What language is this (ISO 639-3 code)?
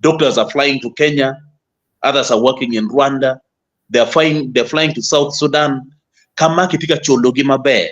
ach